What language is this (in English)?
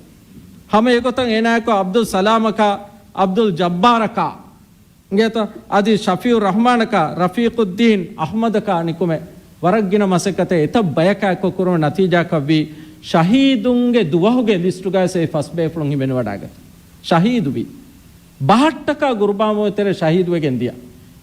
Divehi